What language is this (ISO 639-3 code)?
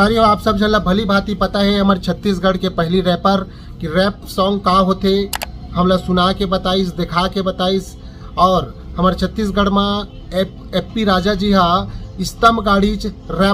hne